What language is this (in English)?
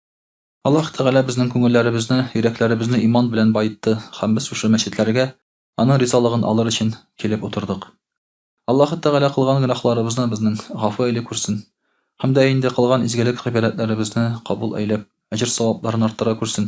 Tatar